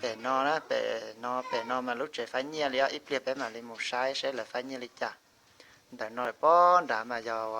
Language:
Hmong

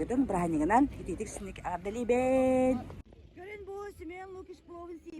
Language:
Yakut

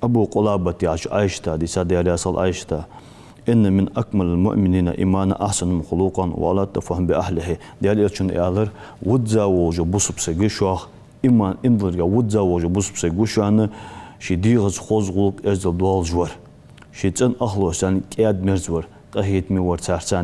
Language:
Ingush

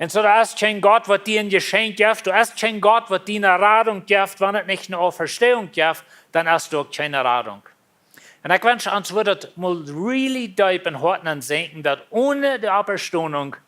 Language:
Plautdietsch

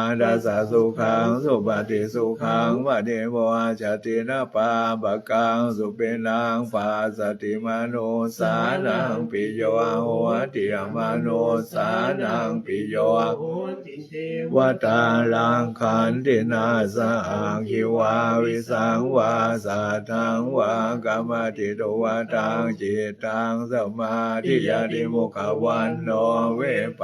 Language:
Pali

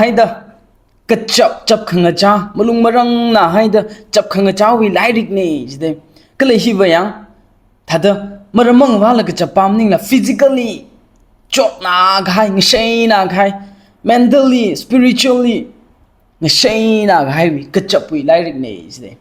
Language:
Tangkhul Naga (India)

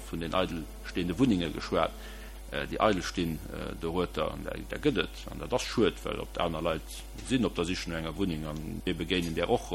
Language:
Luxembourgish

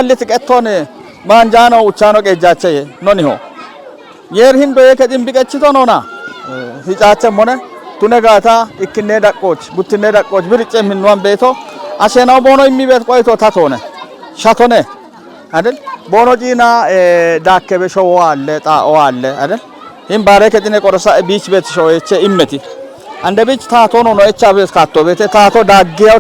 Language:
Kafa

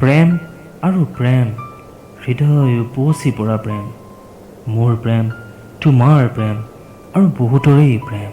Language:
Assamese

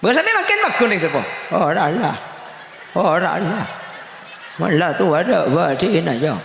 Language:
Madurese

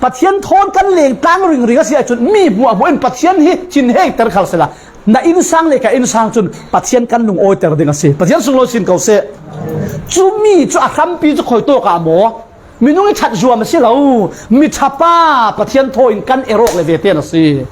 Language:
Falam Chin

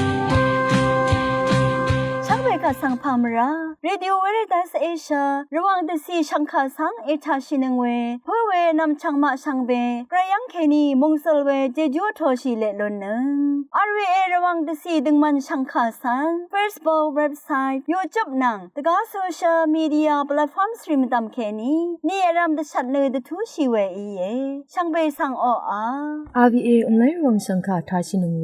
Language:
Rawang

